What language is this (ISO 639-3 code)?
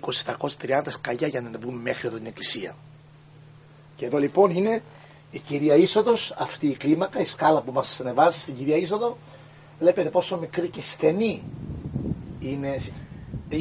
ell